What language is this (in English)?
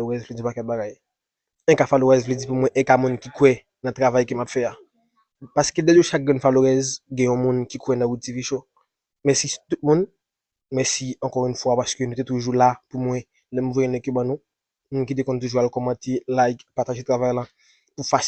Haitian Creole